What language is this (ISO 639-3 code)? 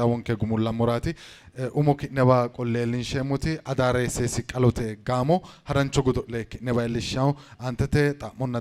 sid